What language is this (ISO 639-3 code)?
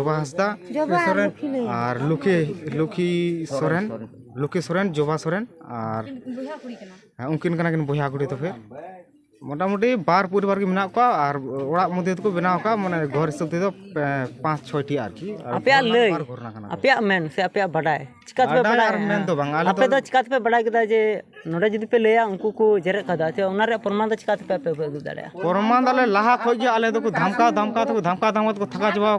sat